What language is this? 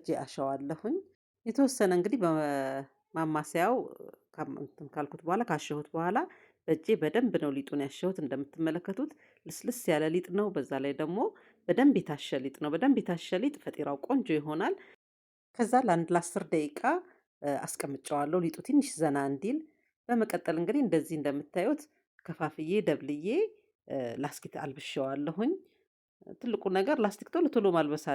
Amharic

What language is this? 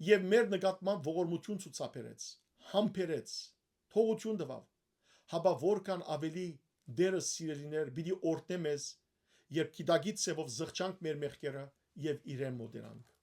Western Armenian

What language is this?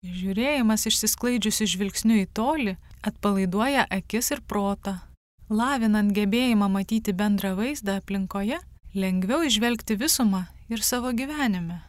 Lithuanian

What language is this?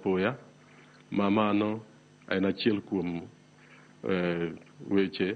Luo (Kenya and Tanzania)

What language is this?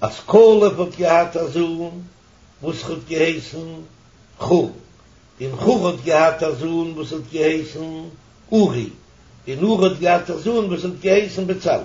Yiddish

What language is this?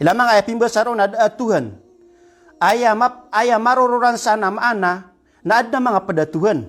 Maranao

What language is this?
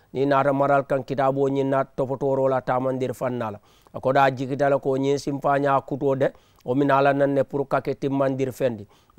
Mandingo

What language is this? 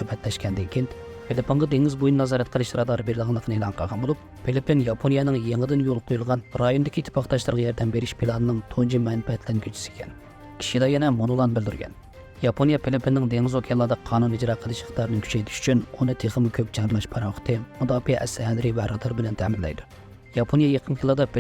Uyghur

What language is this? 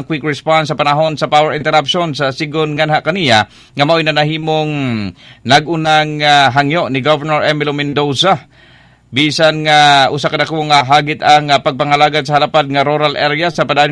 Cebuano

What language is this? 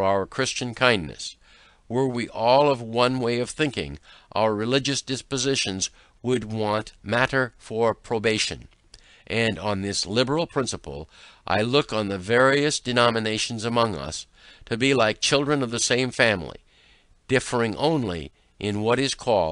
English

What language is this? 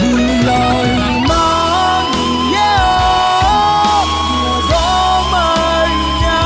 Akha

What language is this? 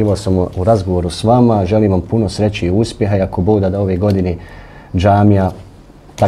Bosnian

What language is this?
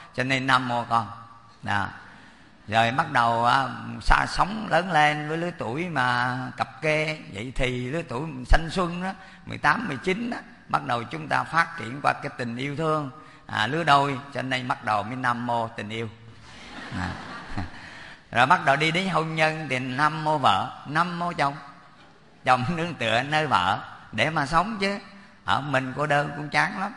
Vietnamese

